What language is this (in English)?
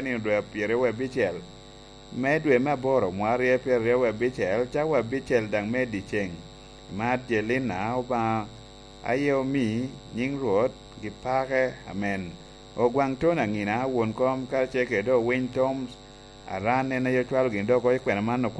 Lango (Uganda)